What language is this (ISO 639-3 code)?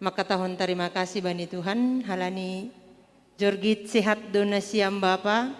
bts